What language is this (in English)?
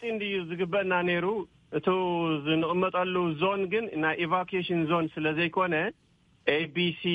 Tigrinya